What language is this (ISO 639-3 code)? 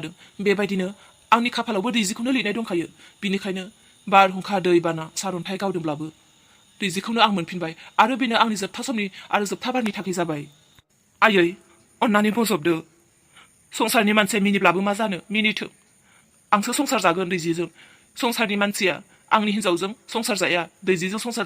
brx